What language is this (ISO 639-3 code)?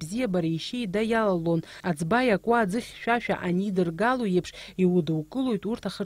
abk